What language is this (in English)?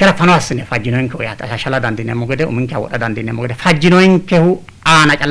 Sidamo